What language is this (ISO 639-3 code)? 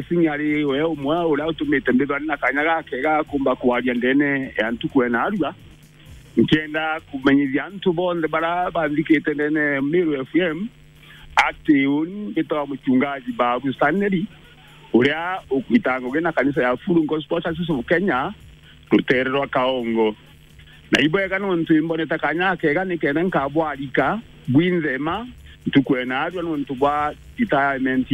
mer